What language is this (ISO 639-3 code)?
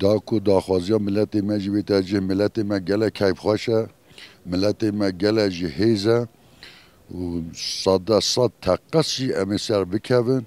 kur